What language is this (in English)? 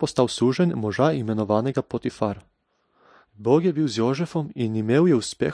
Slovenian